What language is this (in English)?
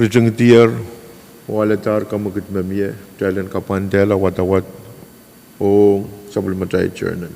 Pohnpeian